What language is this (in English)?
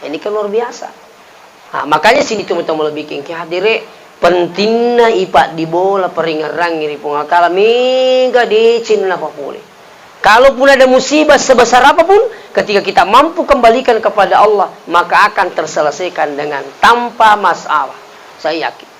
Buginese